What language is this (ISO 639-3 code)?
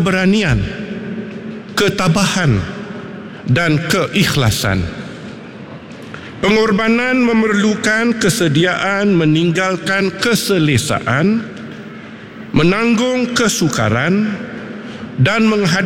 msa